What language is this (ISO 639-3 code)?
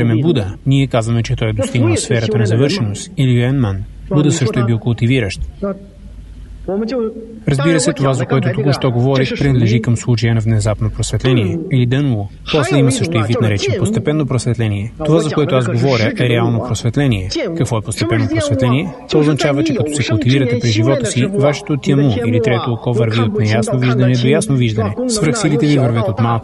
bul